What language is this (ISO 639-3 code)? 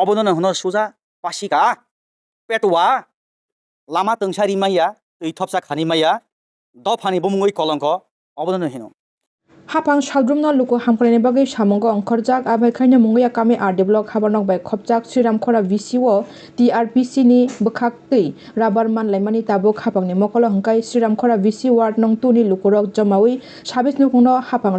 trp